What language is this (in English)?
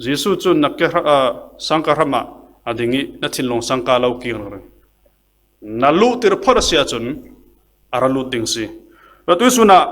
Falam Chin